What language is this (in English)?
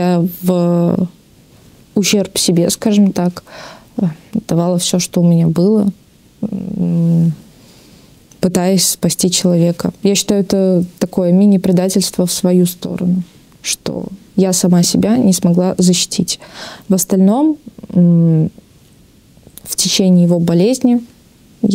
Russian